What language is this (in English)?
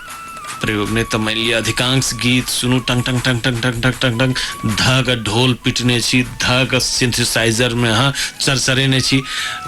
Maithili